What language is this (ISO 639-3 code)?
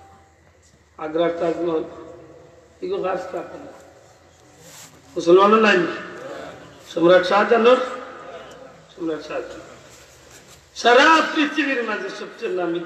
ben